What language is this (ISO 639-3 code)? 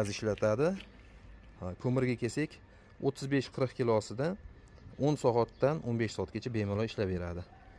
uzb